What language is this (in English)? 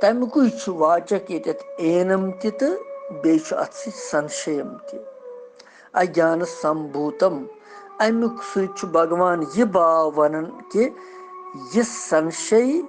Kashmiri